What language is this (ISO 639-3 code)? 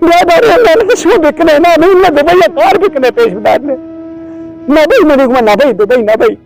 bal